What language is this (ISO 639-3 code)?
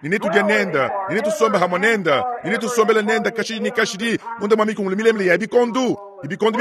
lua